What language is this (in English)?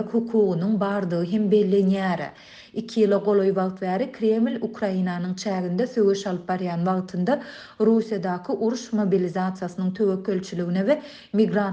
Turkmen